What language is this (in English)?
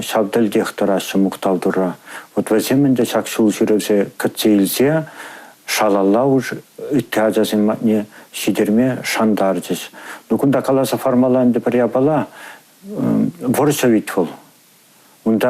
Chuvash